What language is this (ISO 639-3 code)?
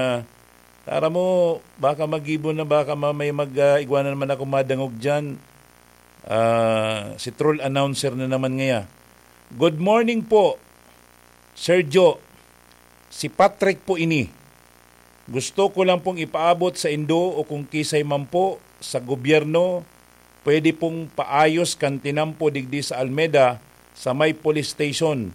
bik